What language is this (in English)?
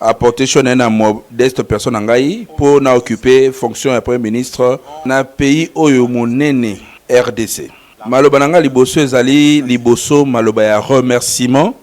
Lingala